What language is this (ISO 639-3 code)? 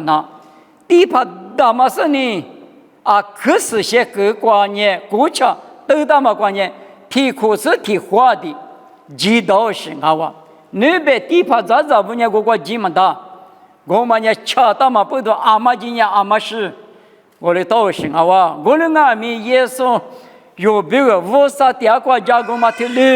lis